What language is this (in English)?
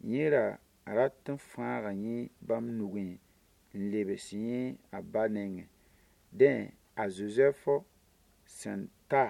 Mossi